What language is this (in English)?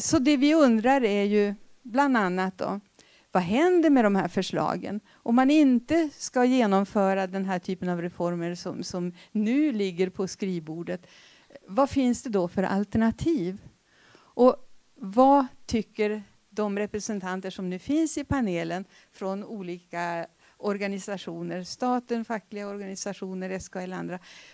Swedish